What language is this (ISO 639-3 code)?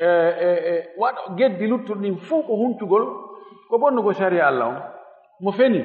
ful